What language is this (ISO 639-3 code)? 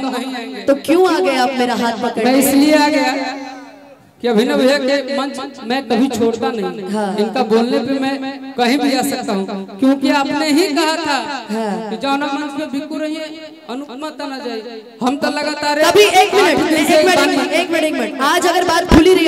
hin